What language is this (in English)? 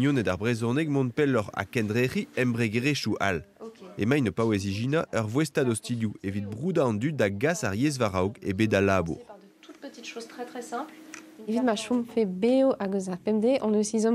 Breton